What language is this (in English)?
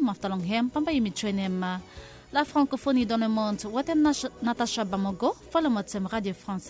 Bislama